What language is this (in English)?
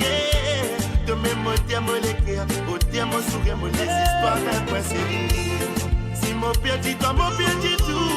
Morisyen